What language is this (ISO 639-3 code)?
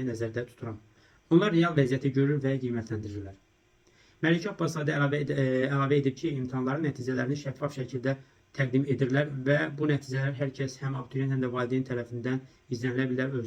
aze